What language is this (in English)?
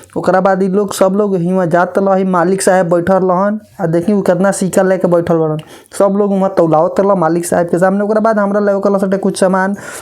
Bhojpuri